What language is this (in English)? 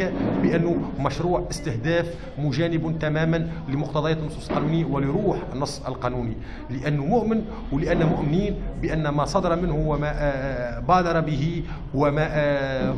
Tunisian Arabic